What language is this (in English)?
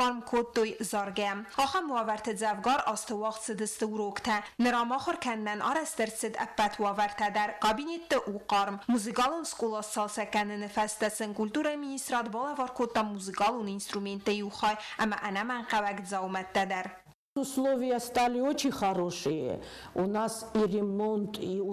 Ossetic